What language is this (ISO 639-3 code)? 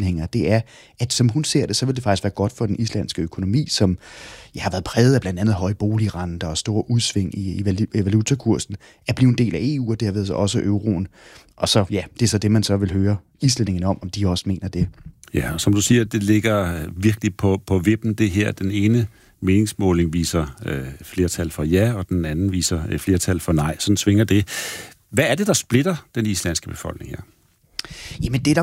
dan